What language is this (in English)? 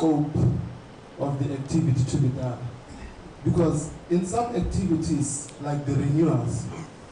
Tswana